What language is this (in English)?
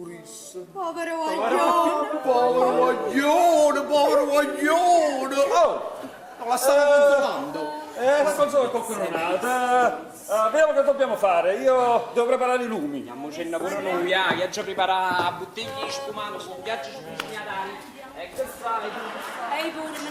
Neapolitan